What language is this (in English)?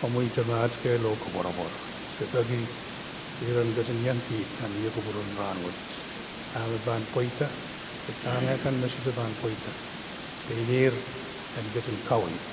Pohnpeian